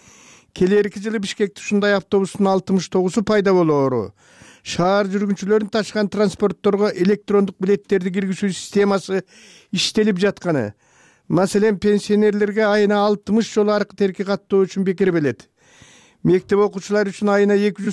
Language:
Kyrgyz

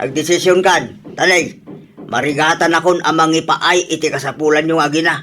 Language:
Iloko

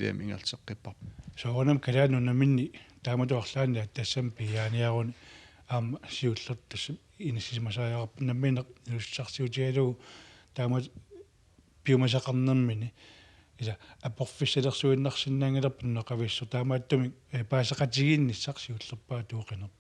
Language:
Kalaallisut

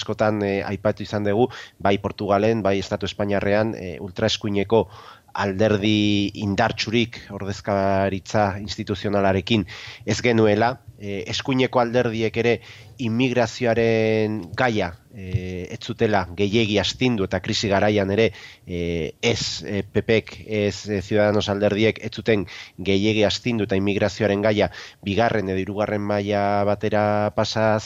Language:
Basque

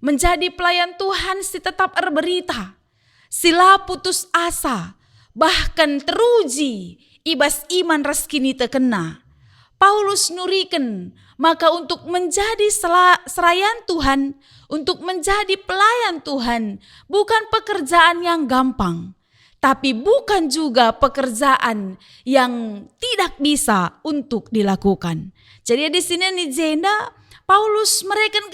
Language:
Batak Karo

